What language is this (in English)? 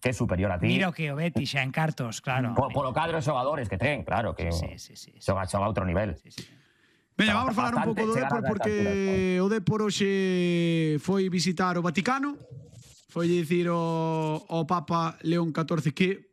Galician